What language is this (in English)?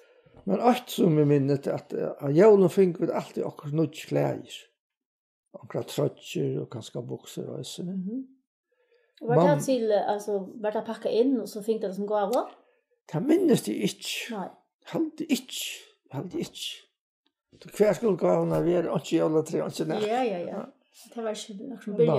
Faroese